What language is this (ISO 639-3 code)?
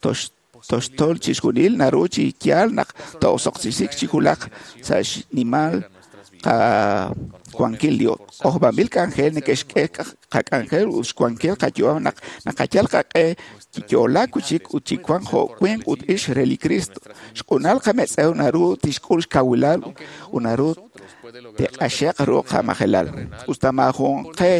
kek